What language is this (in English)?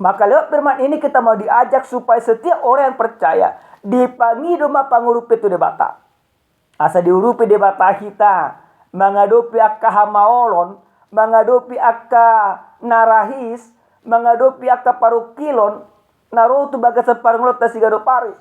Batak Toba